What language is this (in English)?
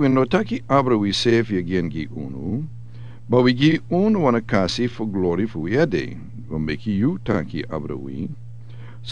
Sranan Tongo